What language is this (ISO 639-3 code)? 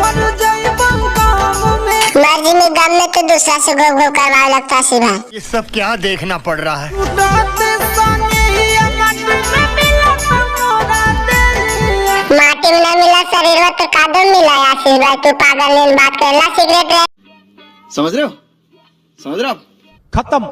mag